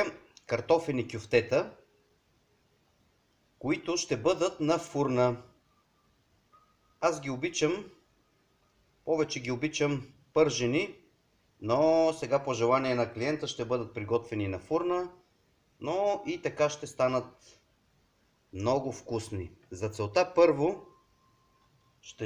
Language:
Bulgarian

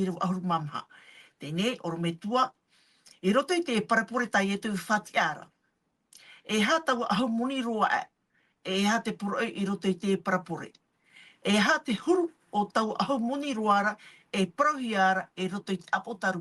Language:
Tahitian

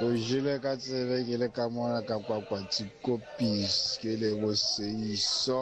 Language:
Southern Sotho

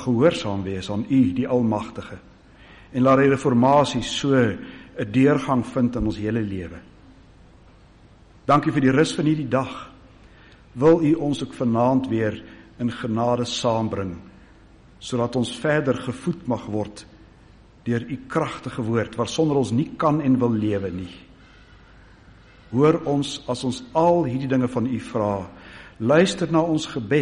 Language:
Afrikaans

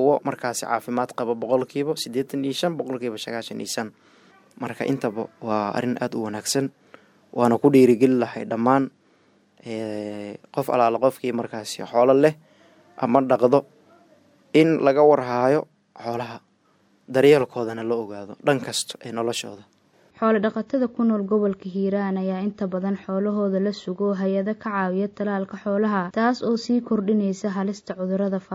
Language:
Somali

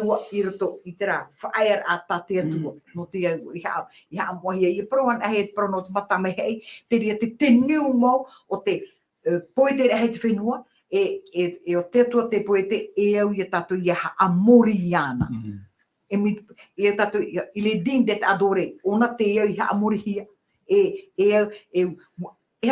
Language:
Tahitian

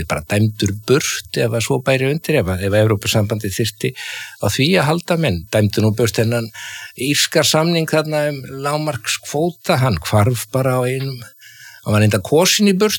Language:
Icelandic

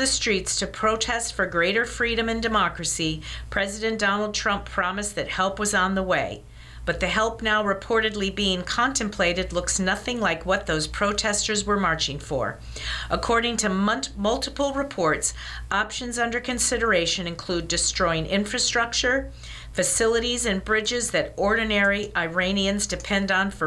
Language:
English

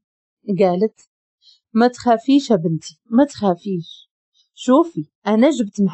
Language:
Moroccan Arabic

